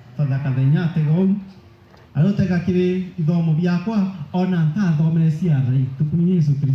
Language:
Meru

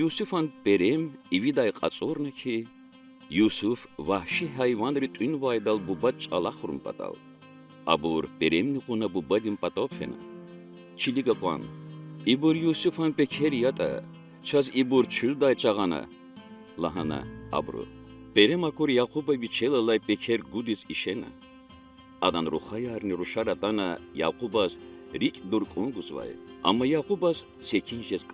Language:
Lezghian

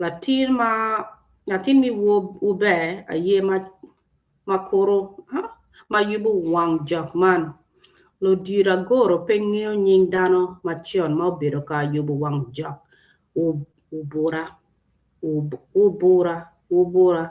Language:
Acoli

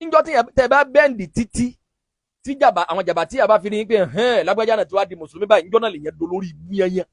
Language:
Yoruba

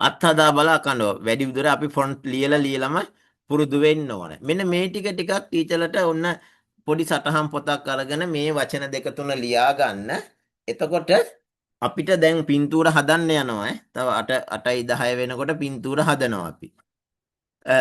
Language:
Sinhala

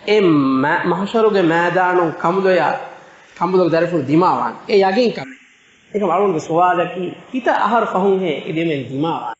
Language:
Divehi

